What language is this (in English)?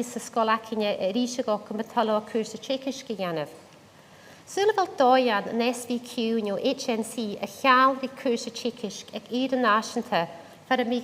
Scottish Gaelic